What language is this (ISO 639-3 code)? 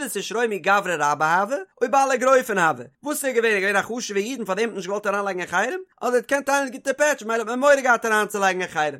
yid